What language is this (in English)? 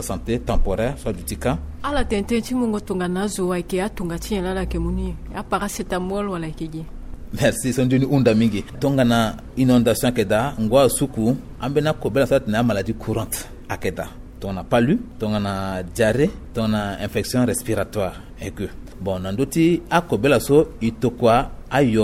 Sango